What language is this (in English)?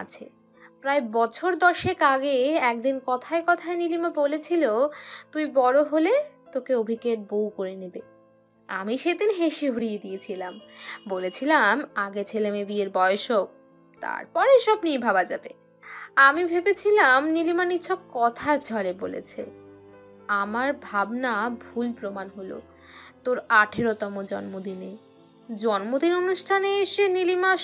Bangla